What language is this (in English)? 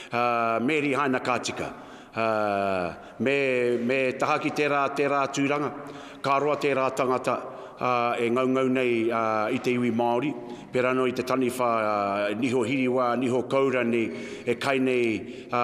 Māori